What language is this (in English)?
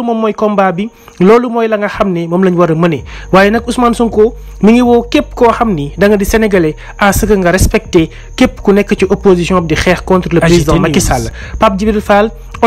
Wolof